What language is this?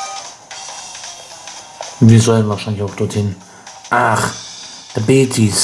German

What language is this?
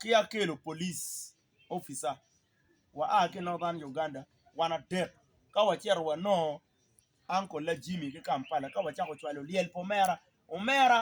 Acoli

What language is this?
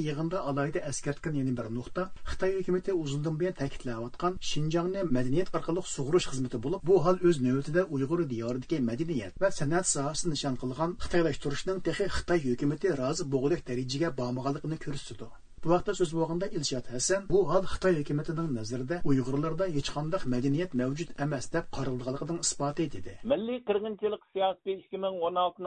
Uyghur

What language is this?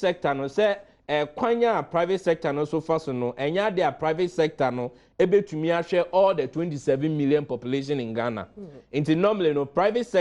Akan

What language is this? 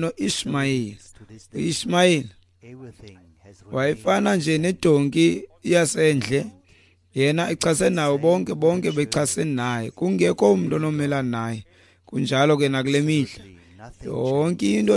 Xhosa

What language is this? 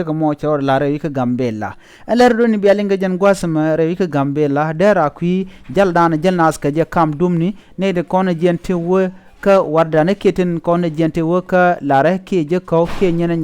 Nuer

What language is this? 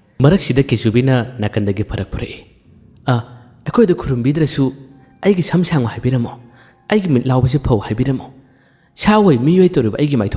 Manipuri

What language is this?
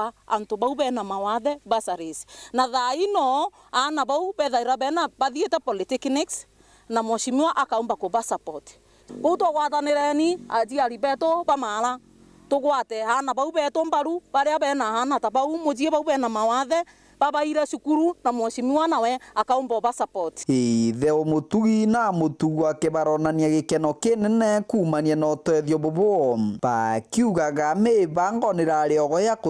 Meru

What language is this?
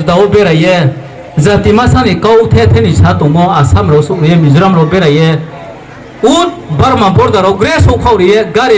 Riang (India)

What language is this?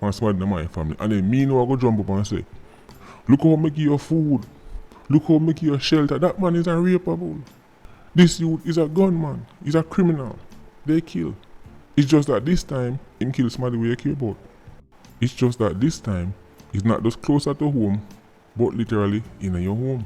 Jamaican Creole English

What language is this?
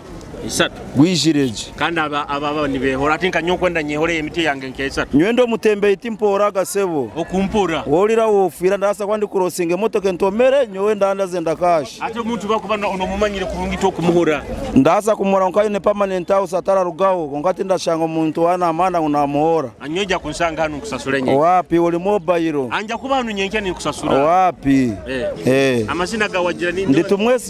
Nyoro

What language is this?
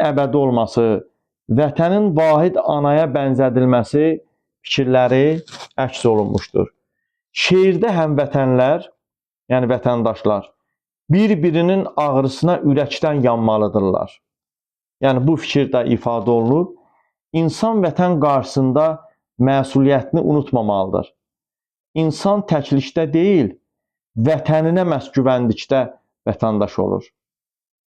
Azerbaijani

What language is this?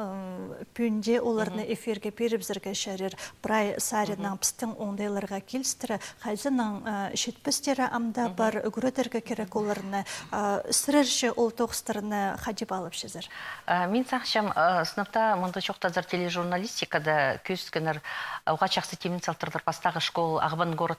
Khakas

